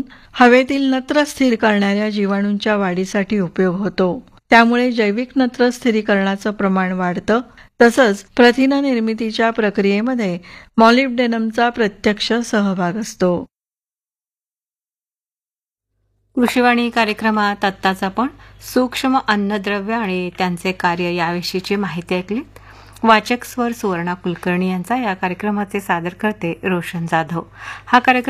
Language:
Marathi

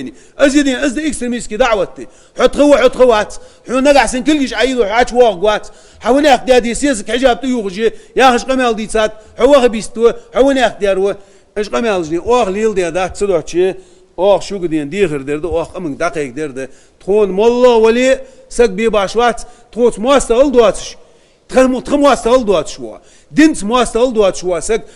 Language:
Ingush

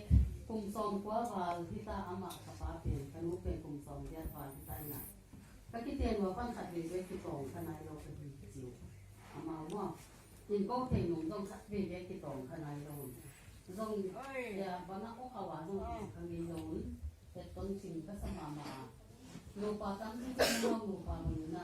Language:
Tedim Chin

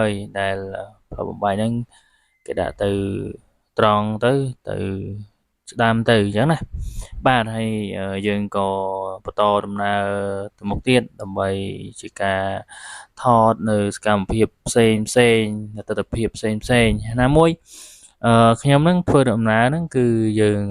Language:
Khmer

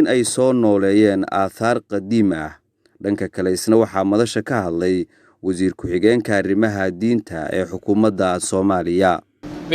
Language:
Somali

